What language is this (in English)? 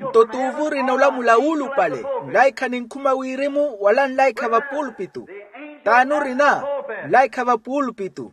Makhuwa